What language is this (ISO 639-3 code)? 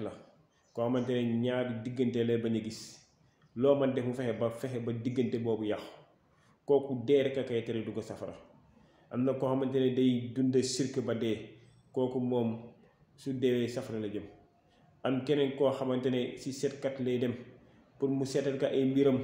wol